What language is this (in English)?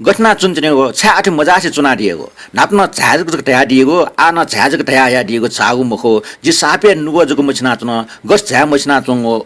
Newari